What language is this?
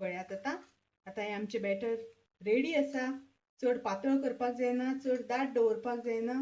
Konkani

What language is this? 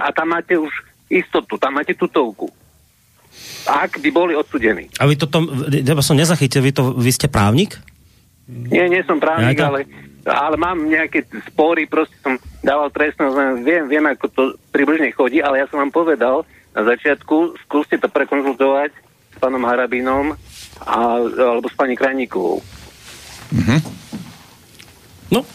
Slovak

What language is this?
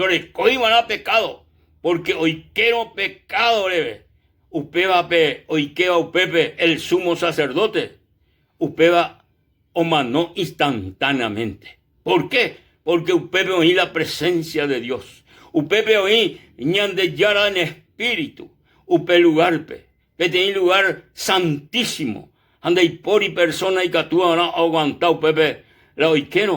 Guarani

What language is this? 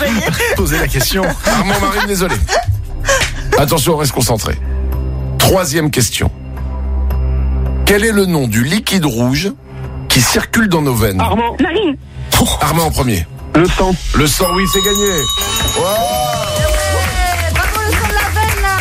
French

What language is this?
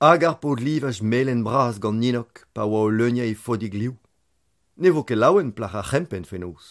Breton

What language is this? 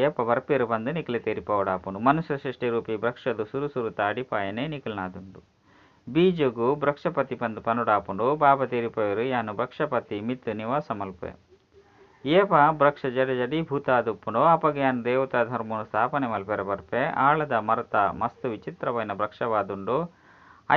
Tulu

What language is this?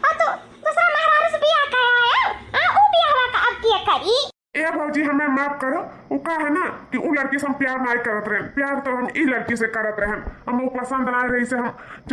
Awadhi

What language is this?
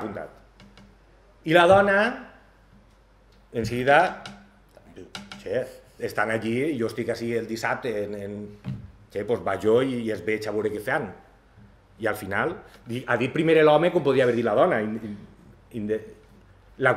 Catalan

